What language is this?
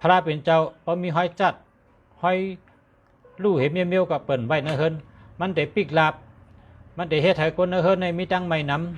Shan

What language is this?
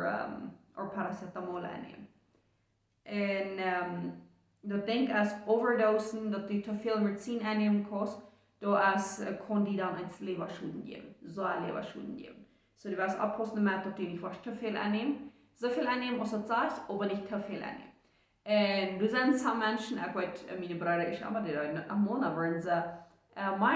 Plautdietsch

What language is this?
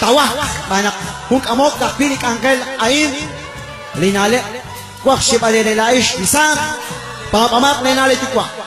Kekchí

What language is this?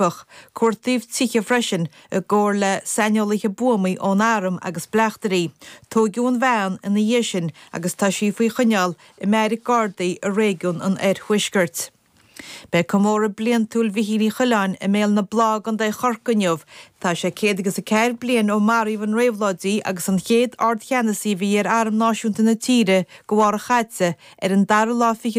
Irish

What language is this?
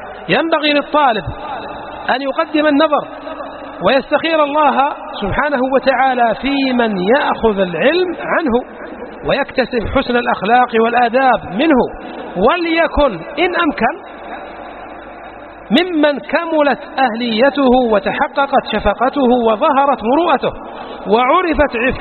Arabic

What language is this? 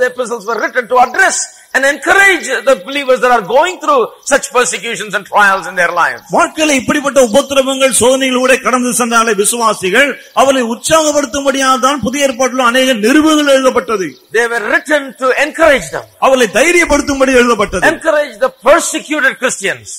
Tamil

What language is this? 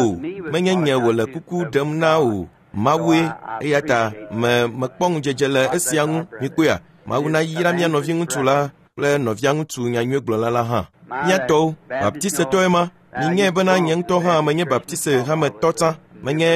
Ewe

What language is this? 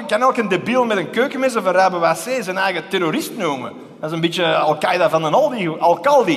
Dutch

